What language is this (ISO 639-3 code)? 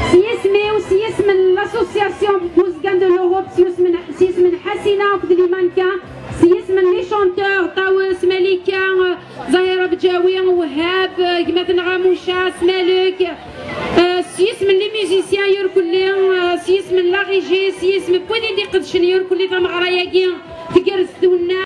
kab